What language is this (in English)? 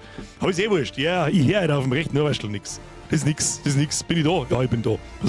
Bavarian